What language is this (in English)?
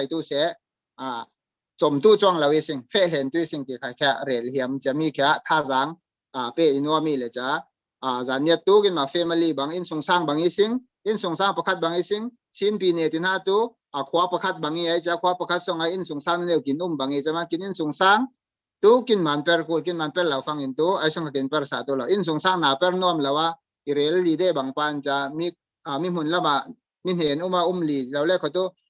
Falam Chin